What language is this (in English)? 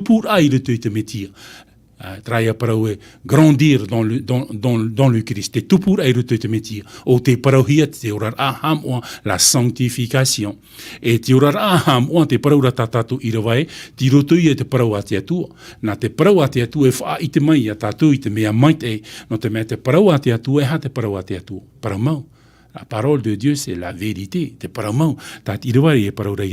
Tahitian